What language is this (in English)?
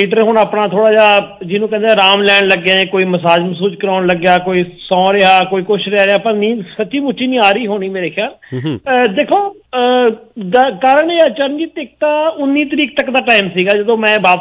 Punjabi